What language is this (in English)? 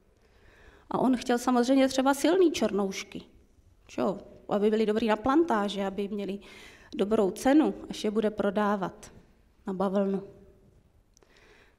Czech